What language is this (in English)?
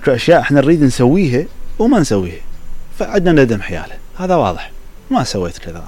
Mesopotamian Arabic